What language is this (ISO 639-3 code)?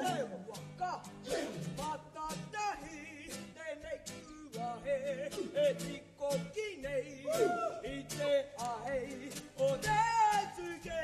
mri